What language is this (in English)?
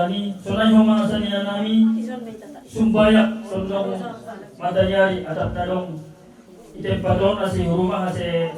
Batak Simalungun